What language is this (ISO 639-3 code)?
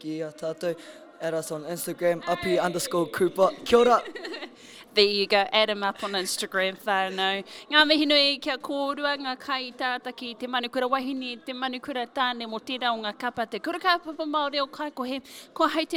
mri